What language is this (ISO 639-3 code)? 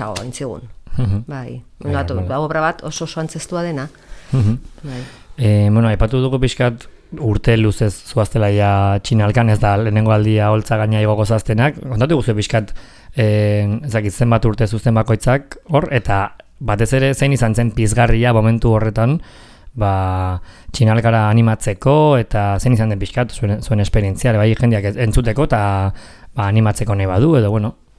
eus